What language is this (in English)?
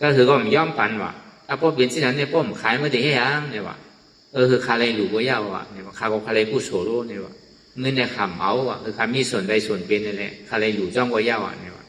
Shan